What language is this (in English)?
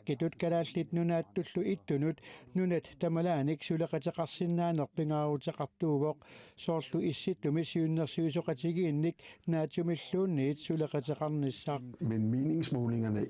Kalaallisut